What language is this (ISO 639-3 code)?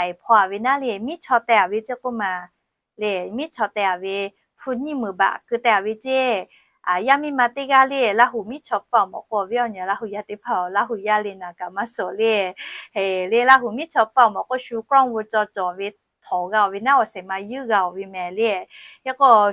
lhu